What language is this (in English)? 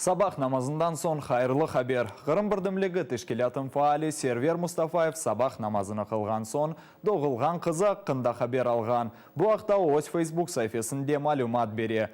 Crimean Tatar